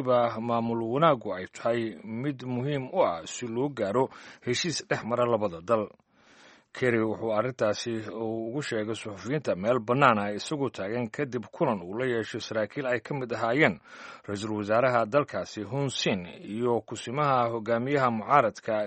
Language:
Somali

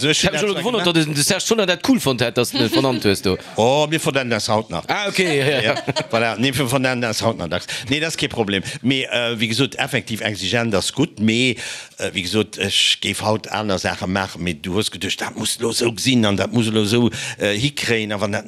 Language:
Luxembourgish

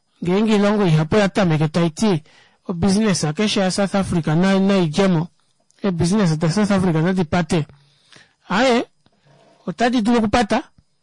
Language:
Kuanyama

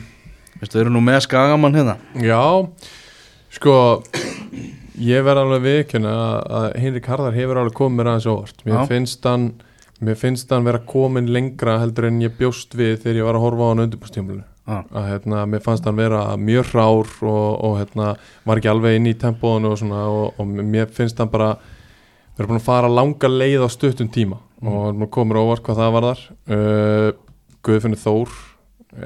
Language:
Icelandic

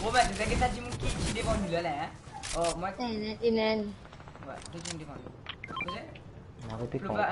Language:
Morisyen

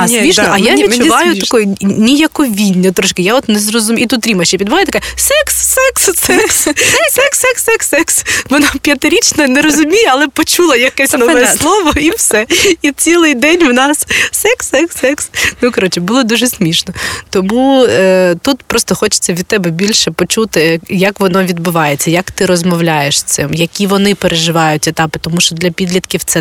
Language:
Ukrainian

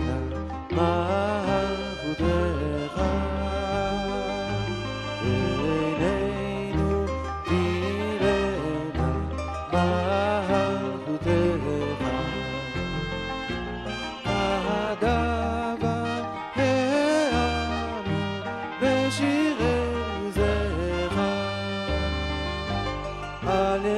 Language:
Hebrew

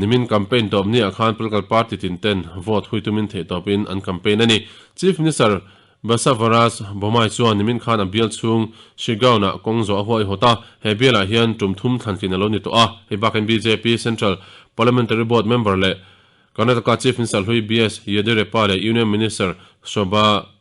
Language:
Mizo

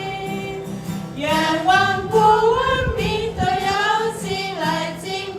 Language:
Lahu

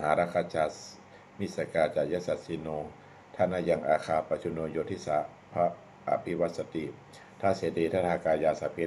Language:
Pali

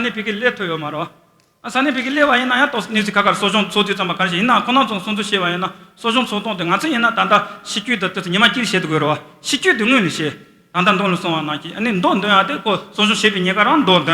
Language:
Tibetan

